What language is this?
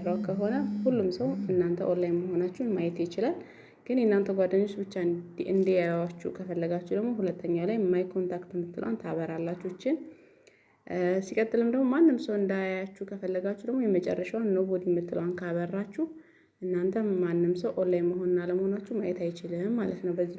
Amharic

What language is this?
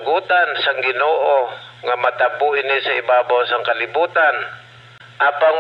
Hiligaynon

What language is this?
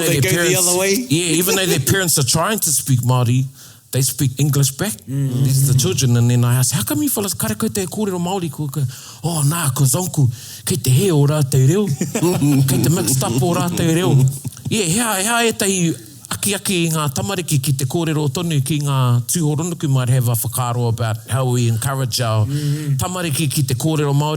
Māori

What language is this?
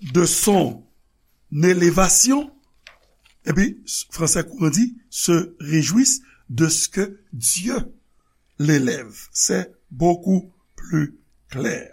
Haitian Creole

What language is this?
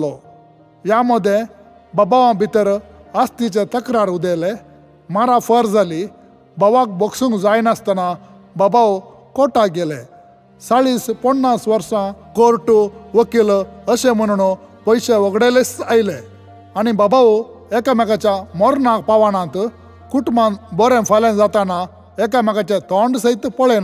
Konkani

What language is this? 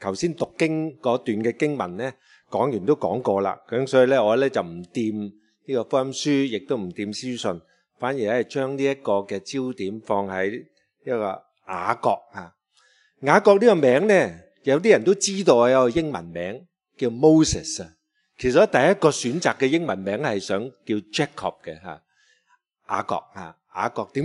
Cantonese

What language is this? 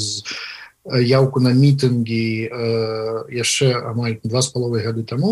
Belarusian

